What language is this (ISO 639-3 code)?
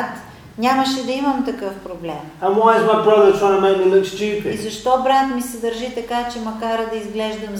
bul